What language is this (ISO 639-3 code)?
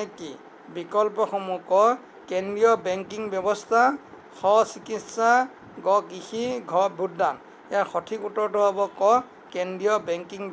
asm